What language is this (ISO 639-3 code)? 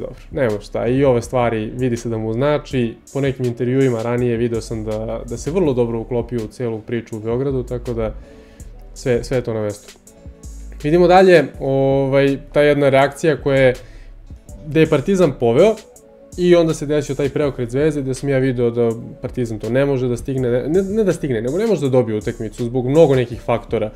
srp